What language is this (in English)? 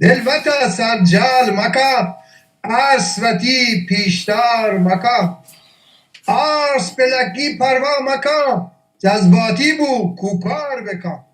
Baluchi